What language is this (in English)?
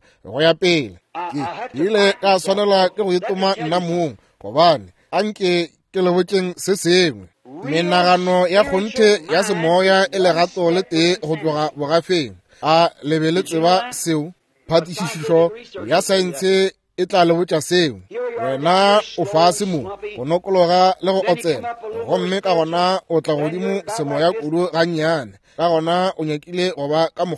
Northern Sotho